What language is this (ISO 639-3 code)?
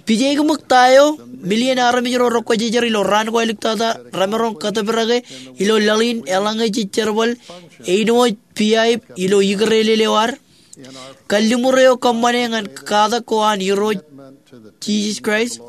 mah